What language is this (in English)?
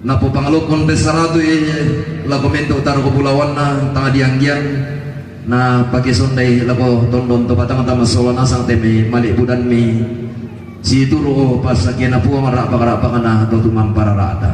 Toraja-Sa'dan